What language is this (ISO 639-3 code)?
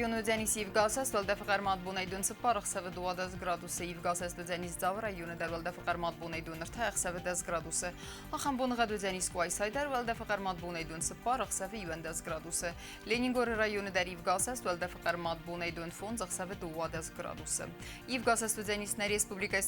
oss